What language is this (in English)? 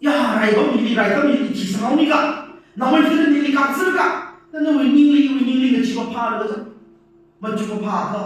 Tangkhul Naga (India)